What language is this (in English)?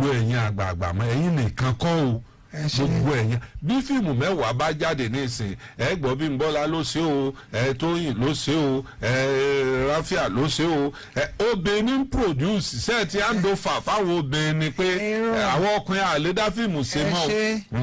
Yoruba